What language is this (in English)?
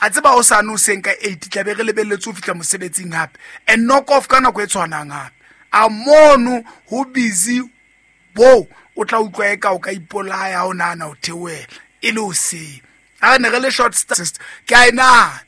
Southern Sotho